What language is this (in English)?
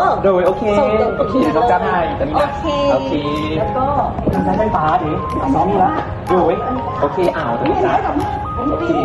Lao